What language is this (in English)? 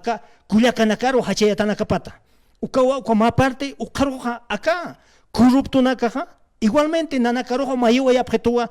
Aymara